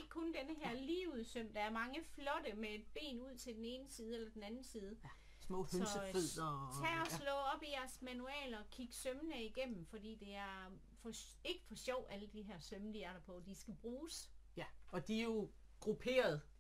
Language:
Danish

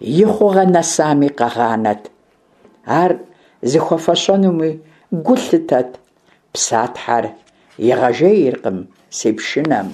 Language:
Kabardian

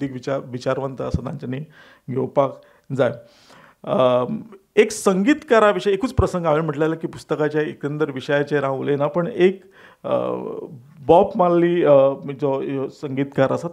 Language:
Konkani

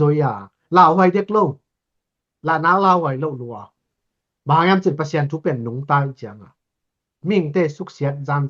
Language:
Tedim Chin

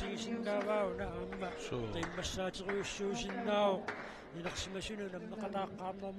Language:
Kalaallisut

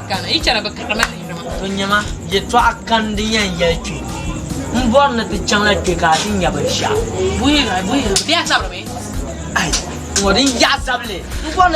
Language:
Dagbani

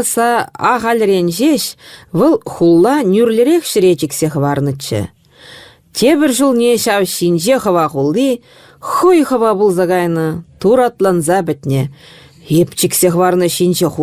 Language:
Chuvash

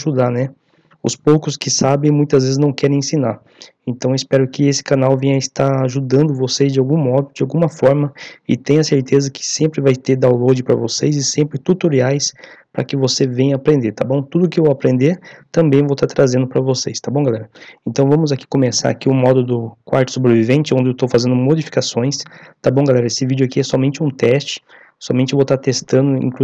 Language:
Portuguese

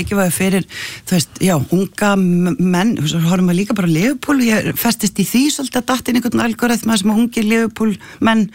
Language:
Icelandic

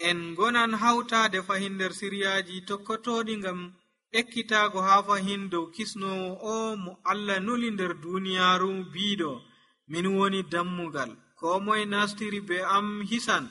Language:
Nigerian Fulfulde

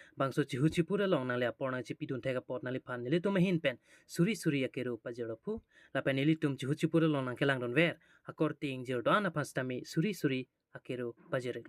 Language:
Karbi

